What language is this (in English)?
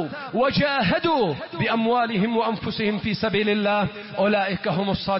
Arabic